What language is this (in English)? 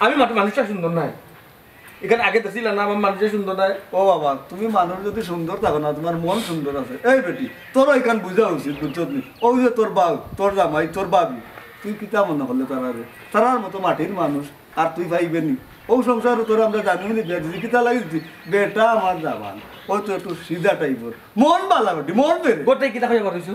Sylheti